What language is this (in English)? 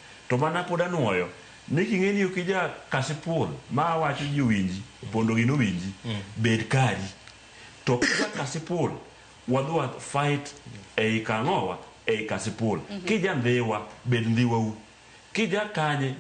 Luo (Kenya and Tanzania)